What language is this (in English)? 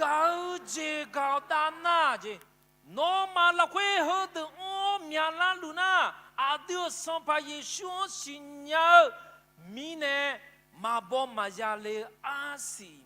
Akha